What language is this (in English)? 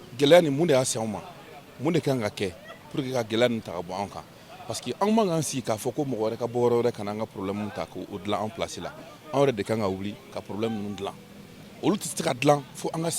Bambara